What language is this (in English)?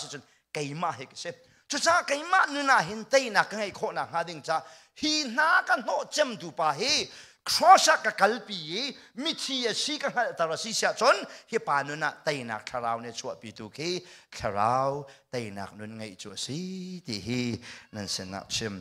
Hakha Chin